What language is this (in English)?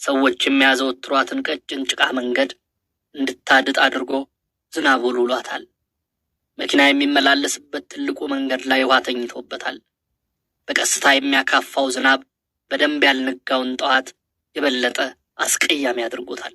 Amharic